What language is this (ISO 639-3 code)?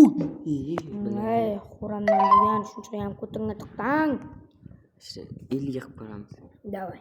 uzb